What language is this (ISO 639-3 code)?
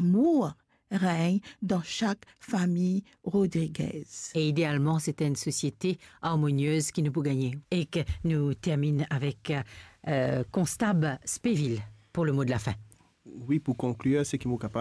mfe